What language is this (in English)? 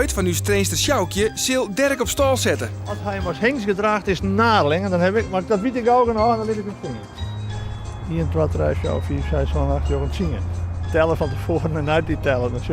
Western Frisian